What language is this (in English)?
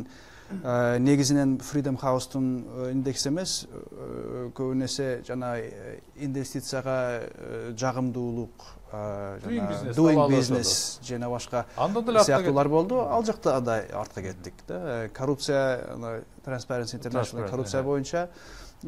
Kyrgyz